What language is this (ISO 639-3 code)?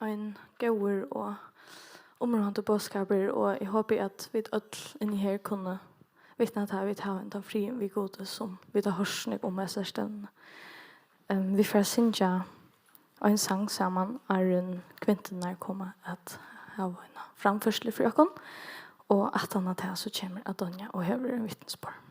fao